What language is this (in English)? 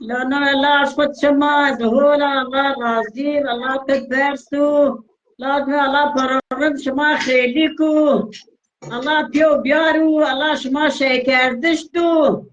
Zaza